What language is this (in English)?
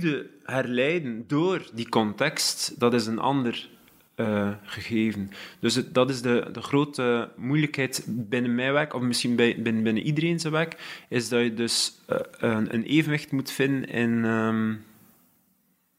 Dutch